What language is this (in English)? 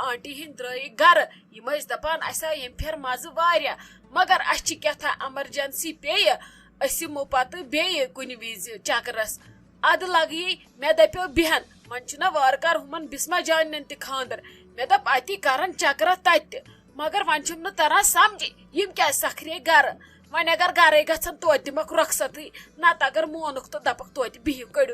Kashmiri